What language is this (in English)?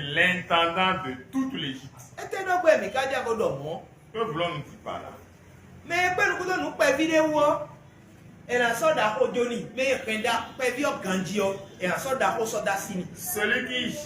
Fon